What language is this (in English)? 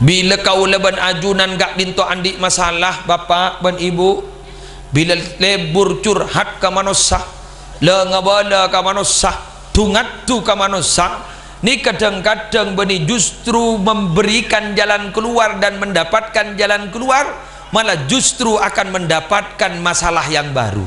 Madurese